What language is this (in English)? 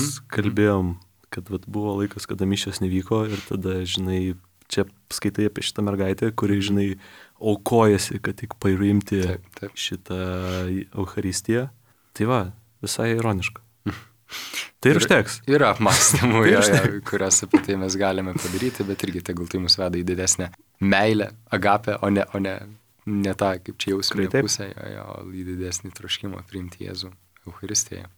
Lithuanian